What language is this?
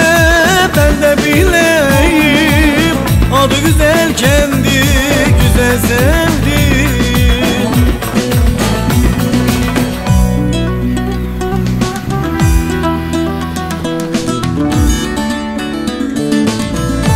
Turkish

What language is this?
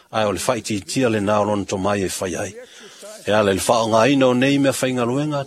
Samoan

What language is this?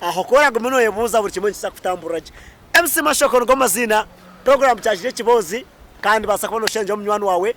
Nyankole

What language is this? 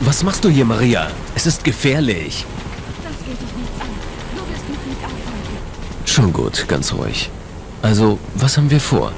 Bavarian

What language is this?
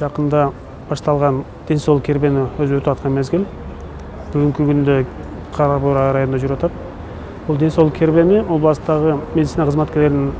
Kyrgyz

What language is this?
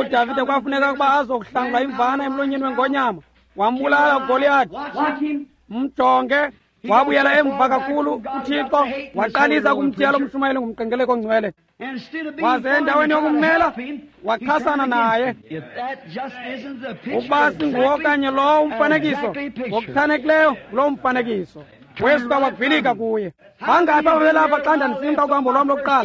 Xhosa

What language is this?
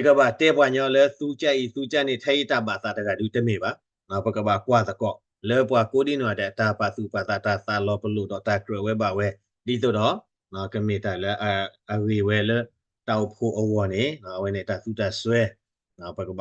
S'gaw Karen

